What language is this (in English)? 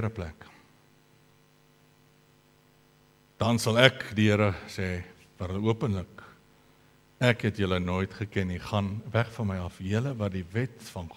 Afrikaans